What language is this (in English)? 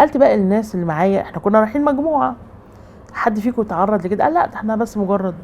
Egyptian Arabic